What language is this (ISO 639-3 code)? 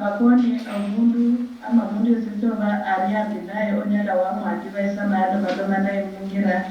luy